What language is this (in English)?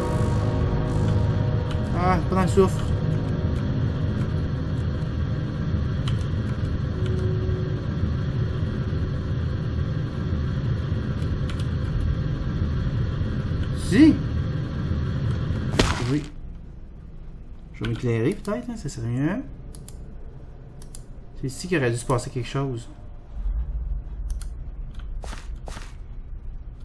French